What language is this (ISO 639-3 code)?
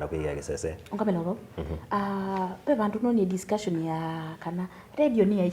kam